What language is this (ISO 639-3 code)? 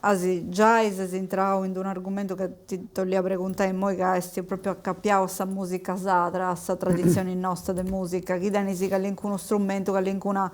srd